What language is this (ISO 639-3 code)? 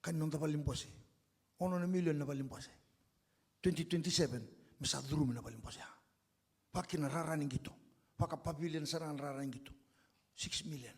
fij